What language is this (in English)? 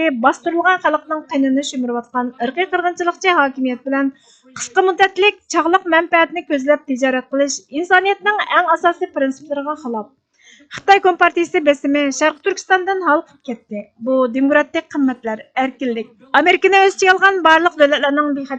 Uyghur